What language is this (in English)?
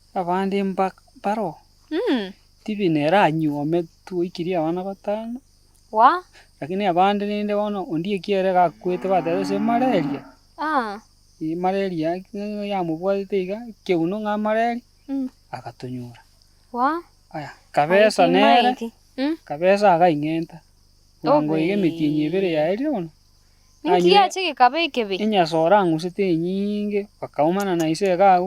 Gusii